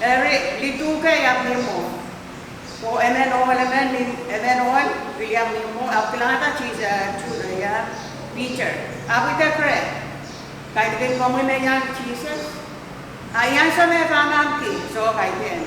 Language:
Pohnpeian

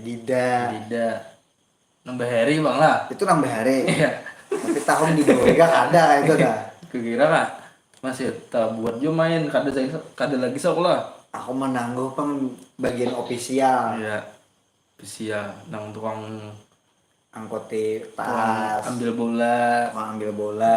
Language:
Banjar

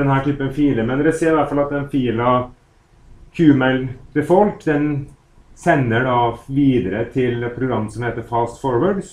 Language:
Norwegian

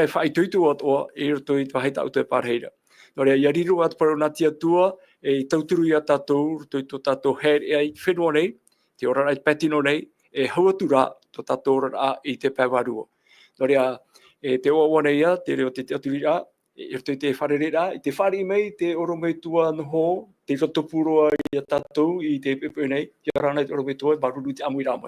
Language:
Tahitian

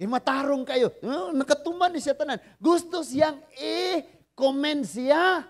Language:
Cebuano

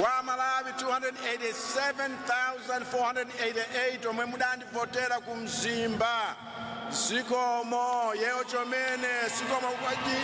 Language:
Nyanja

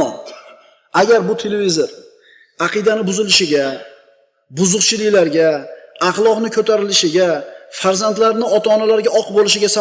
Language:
Uzbek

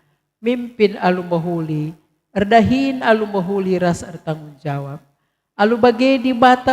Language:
Batak Karo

